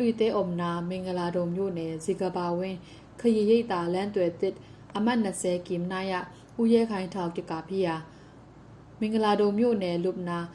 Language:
Tedim Chin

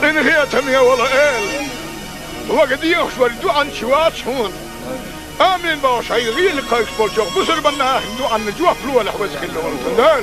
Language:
Chechen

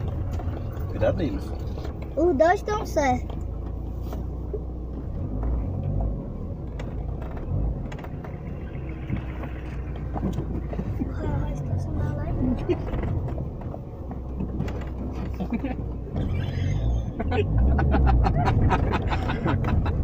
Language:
Portuguese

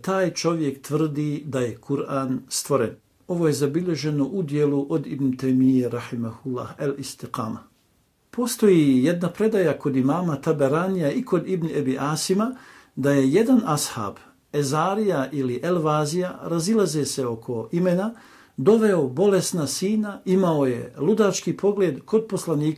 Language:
Bosnian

